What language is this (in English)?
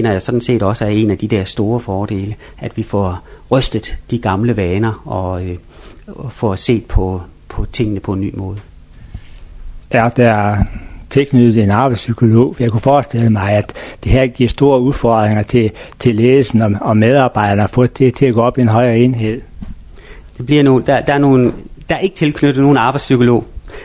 Danish